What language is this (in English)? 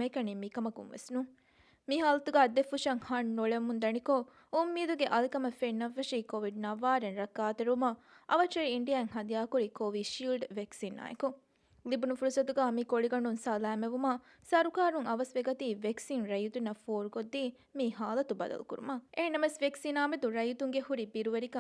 Divehi